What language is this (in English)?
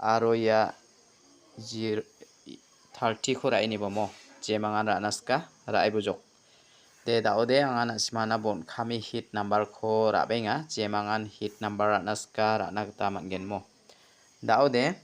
Garo